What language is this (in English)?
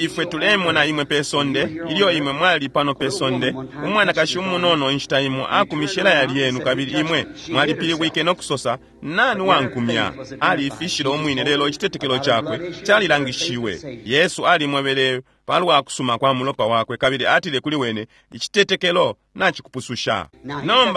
Bemba